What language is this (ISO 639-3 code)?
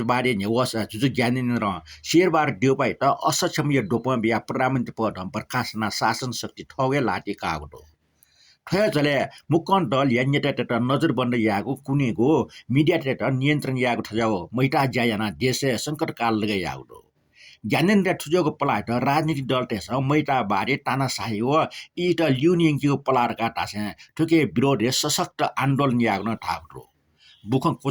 new